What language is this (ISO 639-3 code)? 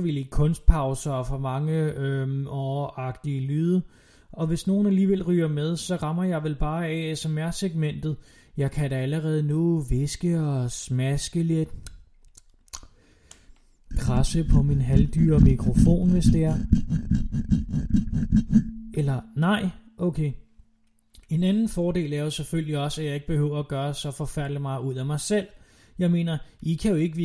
dan